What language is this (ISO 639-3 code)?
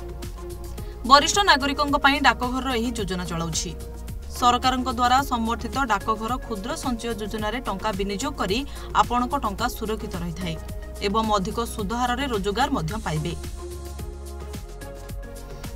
ori